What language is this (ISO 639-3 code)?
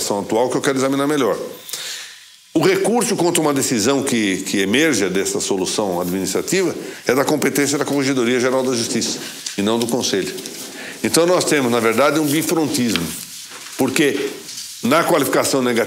por